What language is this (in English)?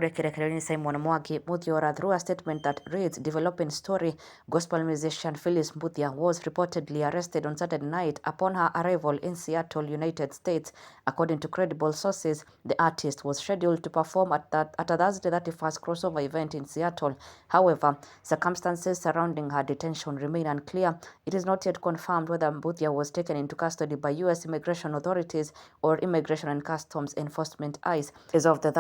Kikuyu